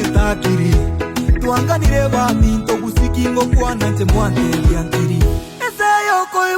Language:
Gusii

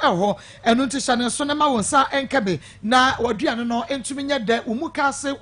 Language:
Akan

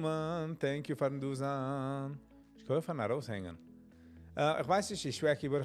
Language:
Yiddish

